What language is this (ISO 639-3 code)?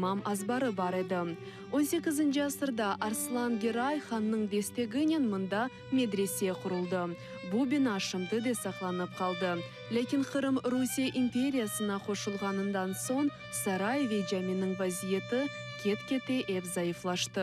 crh